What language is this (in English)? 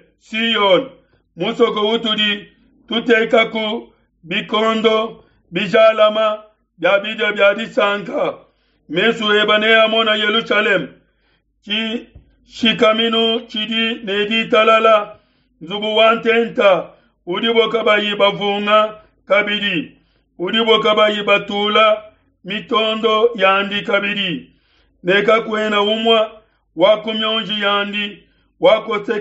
Luba-Lulua